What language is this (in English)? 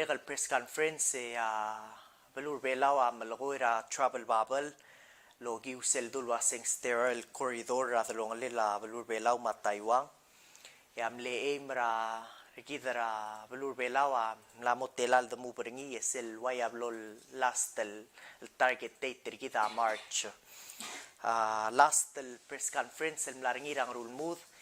Palauan